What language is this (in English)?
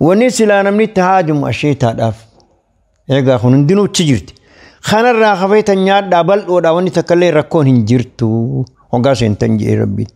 Oromo